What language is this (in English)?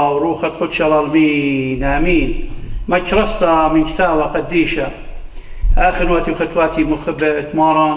Assyrian Neo-Aramaic